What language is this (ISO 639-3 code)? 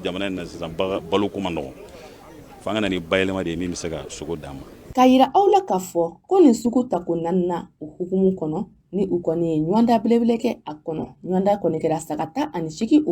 bam